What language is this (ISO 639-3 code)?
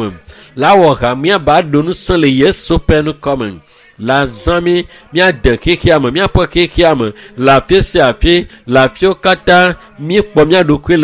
ewe